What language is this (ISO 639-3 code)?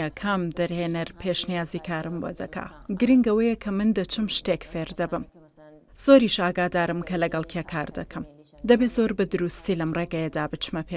ckb